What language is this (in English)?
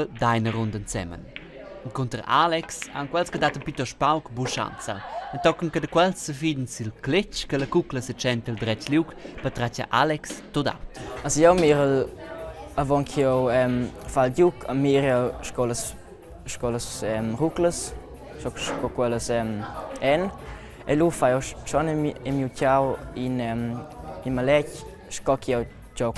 Romansh